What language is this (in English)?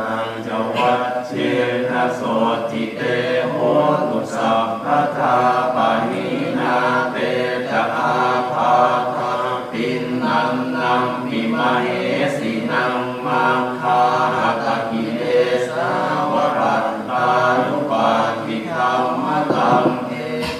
Pali